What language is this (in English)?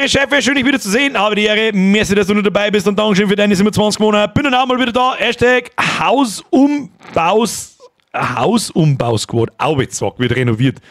Bavarian